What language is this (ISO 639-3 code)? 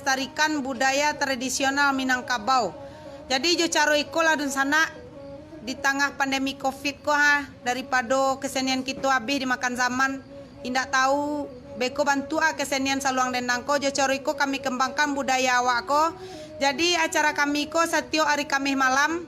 min